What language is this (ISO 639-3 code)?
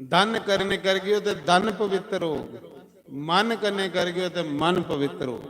doi